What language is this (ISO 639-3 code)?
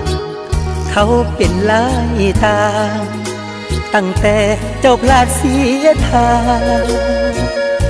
tha